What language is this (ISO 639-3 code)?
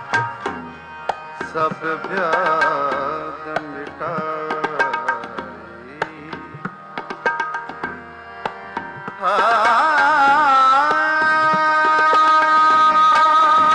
pan